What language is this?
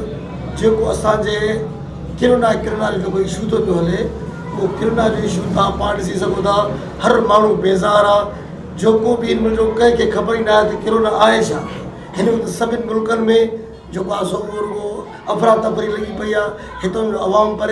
Sindhi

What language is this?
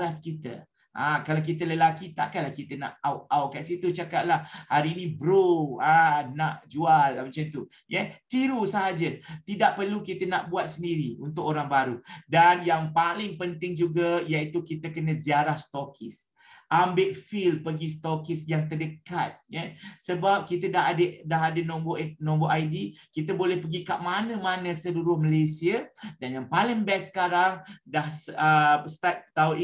Malay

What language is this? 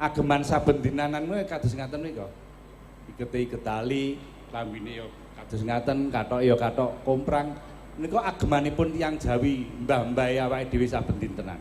Javanese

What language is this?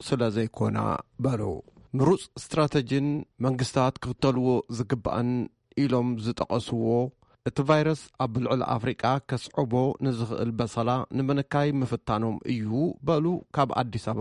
Tigrinya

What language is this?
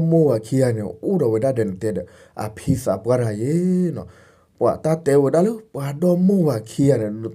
S'gaw Karen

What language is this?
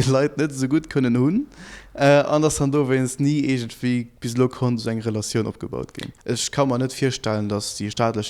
Luxembourgish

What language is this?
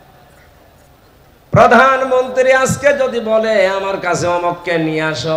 Bangla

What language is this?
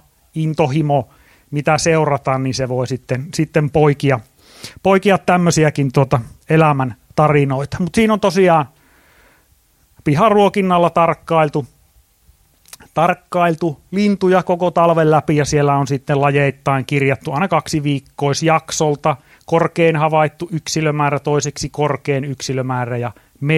Finnish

